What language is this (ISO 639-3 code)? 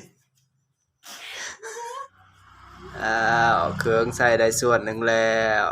lao